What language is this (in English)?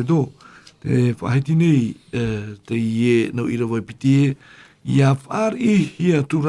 Tahitian